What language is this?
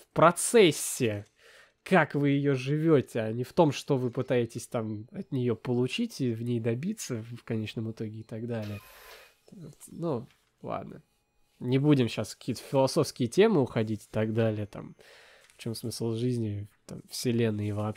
Russian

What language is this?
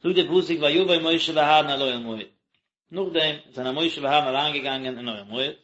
Yiddish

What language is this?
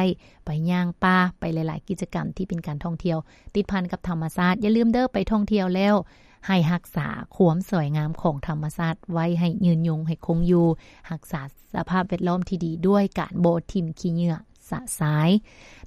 Lao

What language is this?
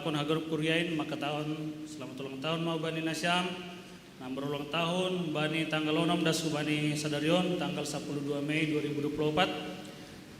Batak Simalungun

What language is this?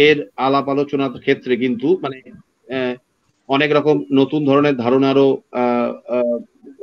Bangla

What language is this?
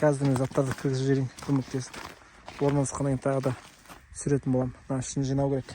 Kazakh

